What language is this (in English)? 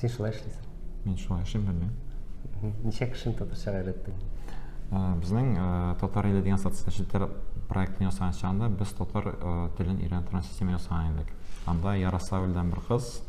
Tatar